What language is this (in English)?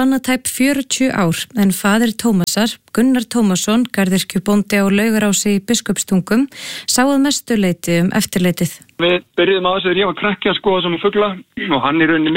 Icelandic